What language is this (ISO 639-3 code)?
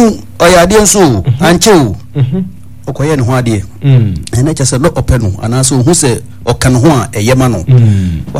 aka